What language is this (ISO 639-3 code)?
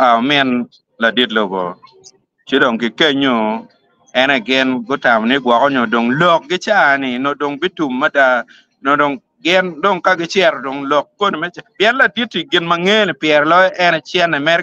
ach